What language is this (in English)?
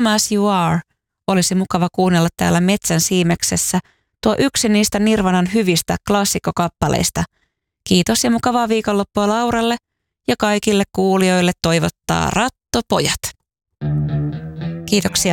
Finnish